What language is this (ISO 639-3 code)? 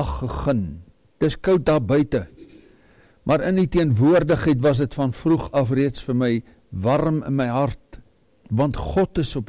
afr